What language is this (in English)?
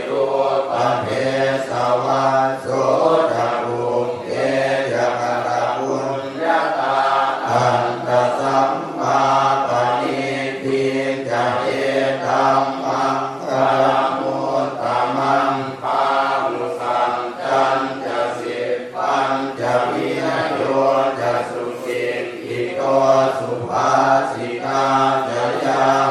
Pali